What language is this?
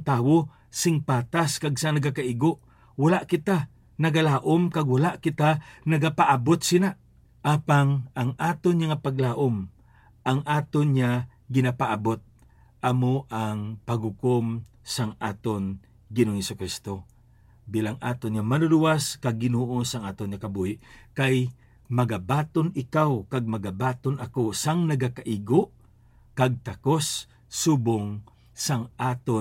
Hiligaynon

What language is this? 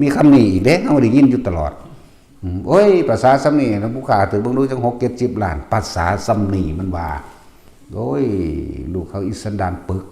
Northeastern Thai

